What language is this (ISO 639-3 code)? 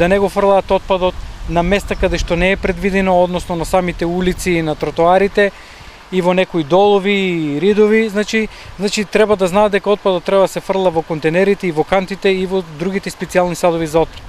mkd